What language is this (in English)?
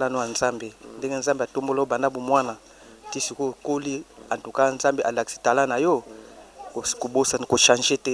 Lingala